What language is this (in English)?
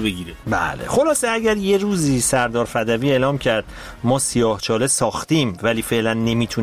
Persian